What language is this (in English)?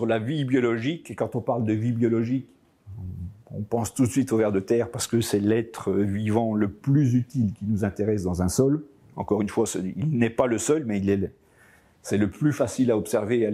French